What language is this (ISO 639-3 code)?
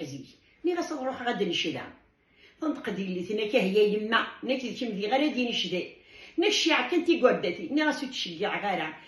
kab